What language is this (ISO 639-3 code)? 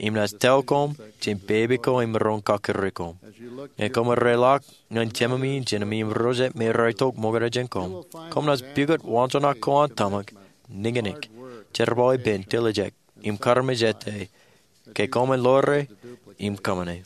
mah